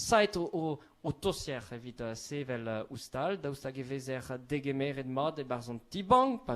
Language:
Breton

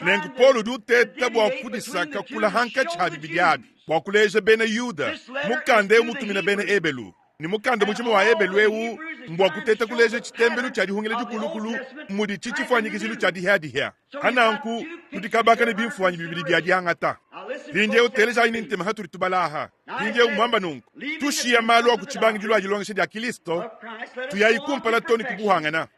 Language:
Luba-Lulua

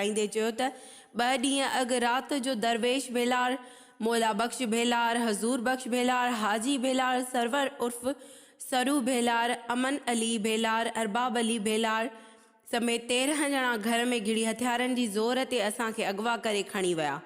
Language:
Sindhi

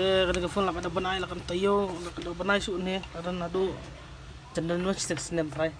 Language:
Khasi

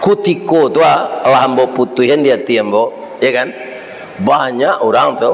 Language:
Minangkabau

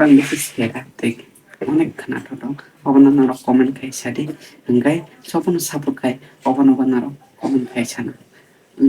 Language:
Kok Borok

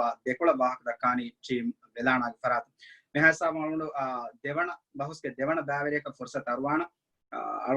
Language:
Divehi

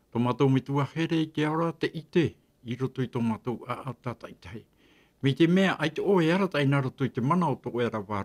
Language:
Tahitian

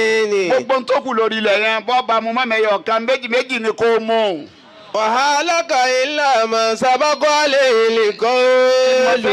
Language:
Yoruba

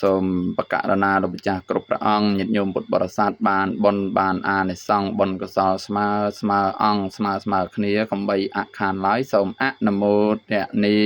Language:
Khmer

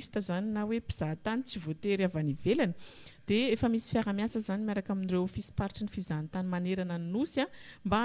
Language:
Malagasy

